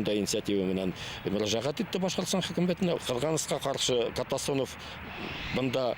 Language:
Bashkir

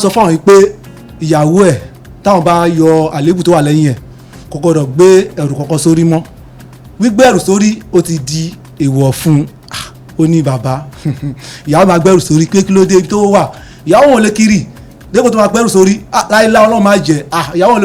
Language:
Yoruba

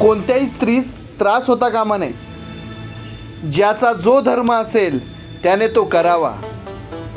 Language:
Marathi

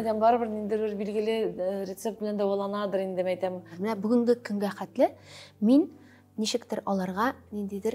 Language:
Tatar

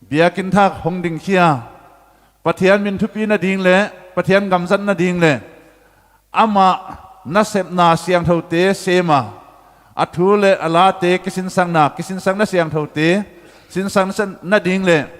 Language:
Paite Chin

